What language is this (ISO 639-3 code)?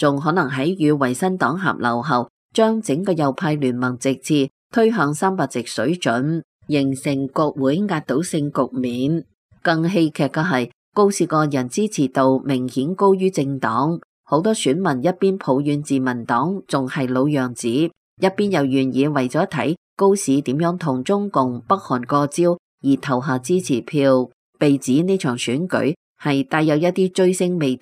yue